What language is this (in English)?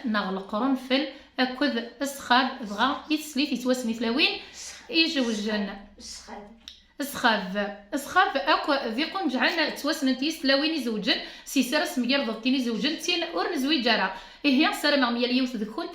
Kabyle